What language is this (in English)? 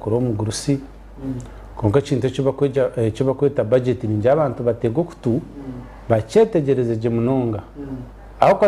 Nyankole